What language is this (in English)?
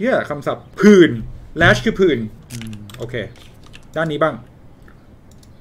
Thai